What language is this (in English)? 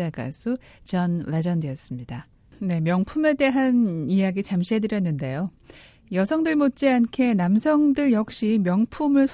Korean